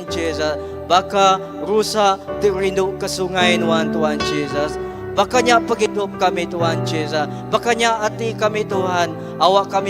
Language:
Iban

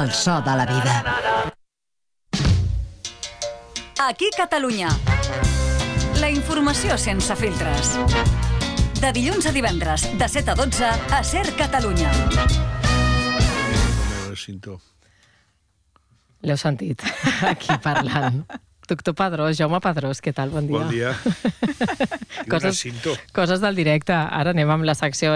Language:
Catalan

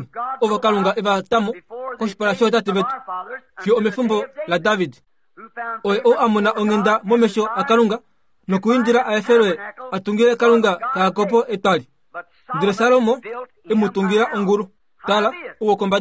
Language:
Kuanyama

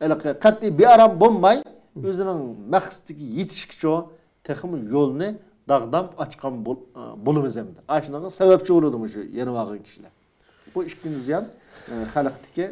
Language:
Uyghur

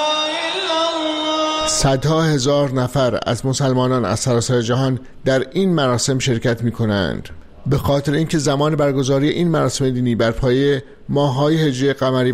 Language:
Persian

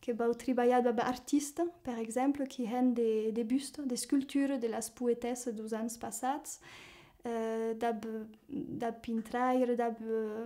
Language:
Occitan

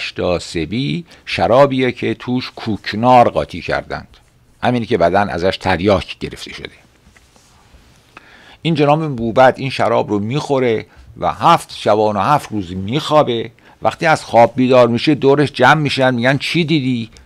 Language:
Persian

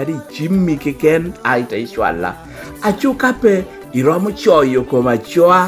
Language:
Lango (Uganda)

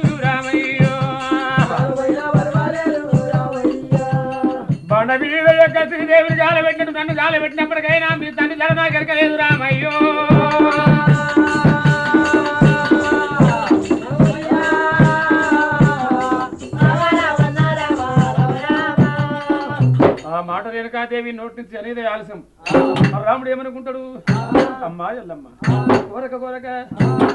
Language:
Telugu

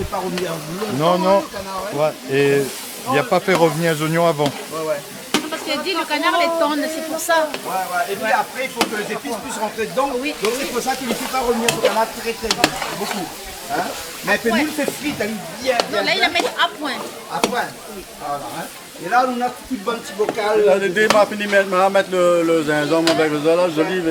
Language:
Réunion Creole French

